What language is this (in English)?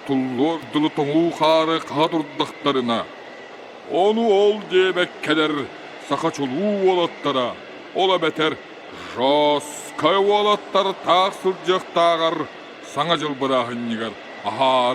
Yakut